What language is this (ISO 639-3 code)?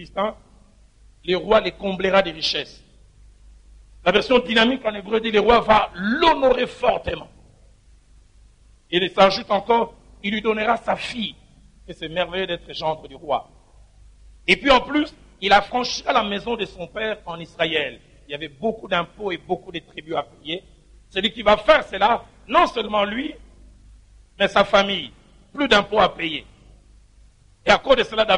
fra